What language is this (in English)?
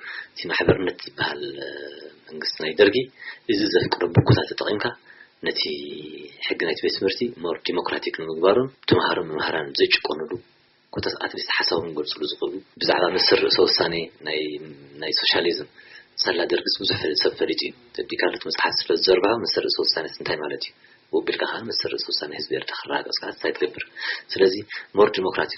Tigrinya